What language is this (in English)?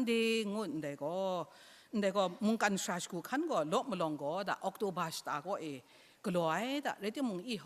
Kachin